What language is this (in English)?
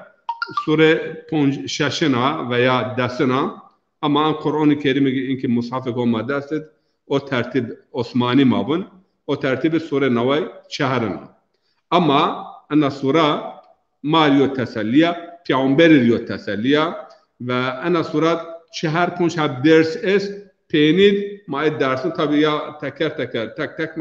Zaza